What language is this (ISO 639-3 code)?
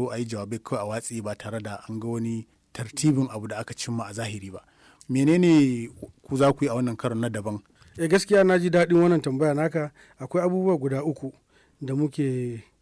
hau